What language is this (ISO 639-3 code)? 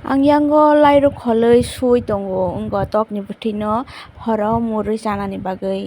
trp